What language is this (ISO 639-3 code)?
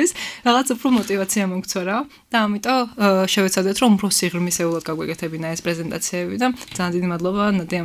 kat